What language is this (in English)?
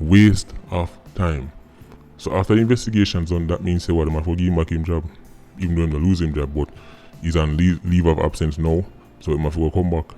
Jamaican Creole English